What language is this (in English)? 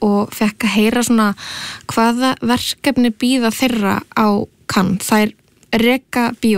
Icelandic